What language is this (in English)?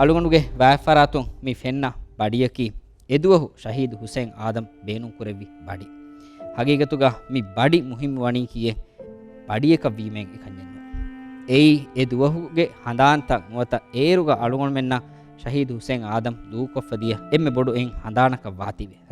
Divehi